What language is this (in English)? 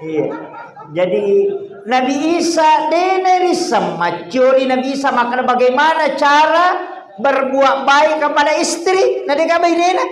Buginese